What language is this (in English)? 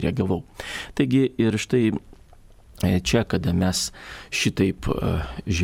Lithuanian